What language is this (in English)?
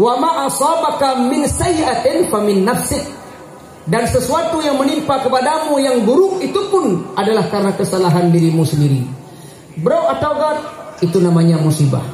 Achinese